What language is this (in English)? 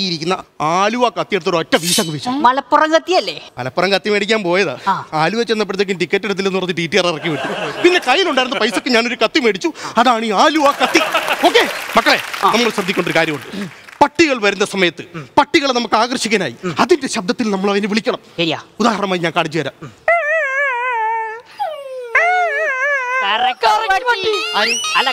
Malayalam